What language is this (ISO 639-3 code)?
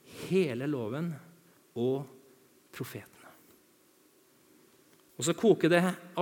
nor